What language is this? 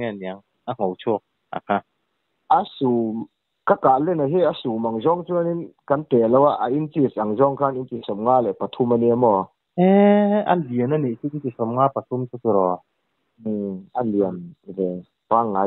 Mizo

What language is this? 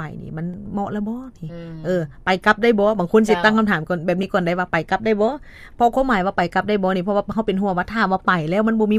Lao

